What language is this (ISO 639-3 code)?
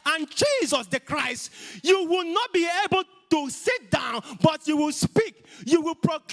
eng